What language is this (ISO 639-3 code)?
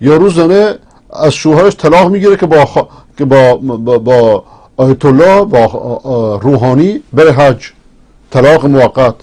fas